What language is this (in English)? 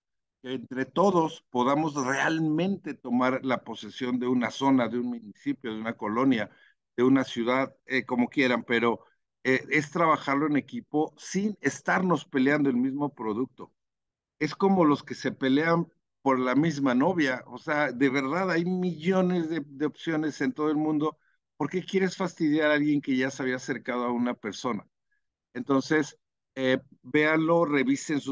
Spanish